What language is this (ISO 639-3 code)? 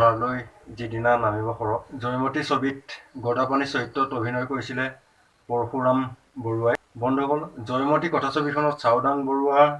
asm